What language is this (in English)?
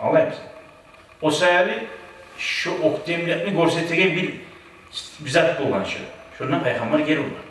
Kumyk